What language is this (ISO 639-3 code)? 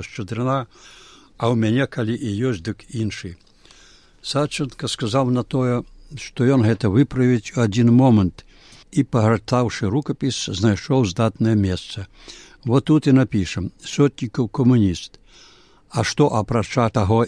bel